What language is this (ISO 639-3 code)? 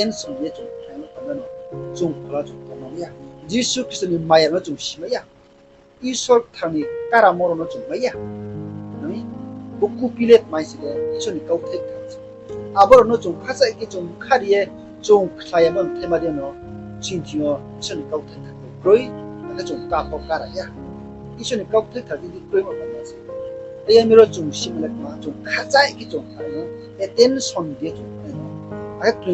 ria